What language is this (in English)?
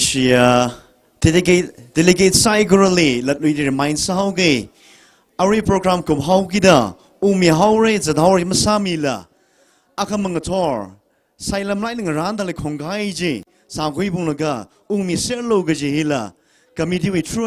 Tangkhul Naga (India)